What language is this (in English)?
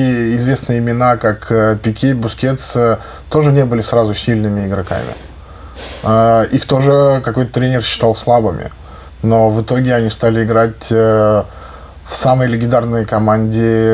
Russian